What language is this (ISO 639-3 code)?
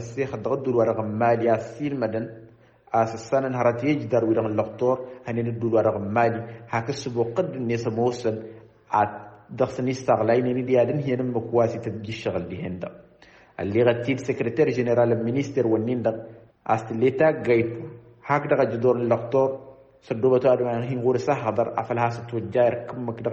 taq